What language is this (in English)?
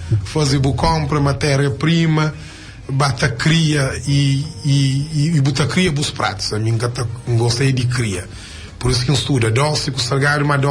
Kabuverdianu